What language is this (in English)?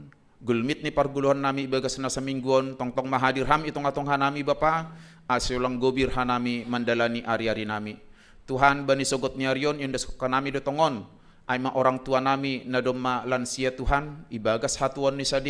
Batak Simalungun